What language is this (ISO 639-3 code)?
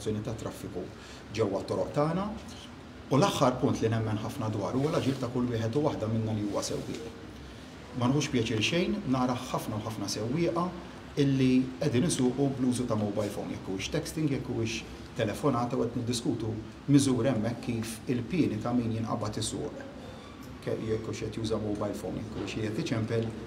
mlt